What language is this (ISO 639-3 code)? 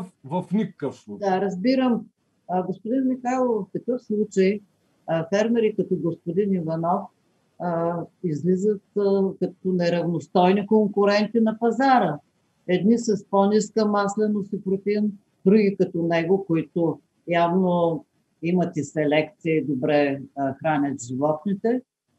bul